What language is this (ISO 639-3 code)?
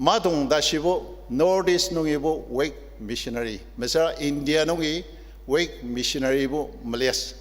njo